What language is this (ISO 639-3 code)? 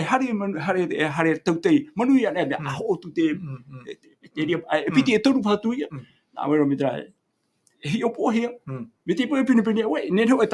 tah